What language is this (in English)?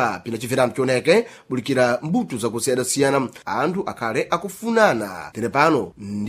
Sena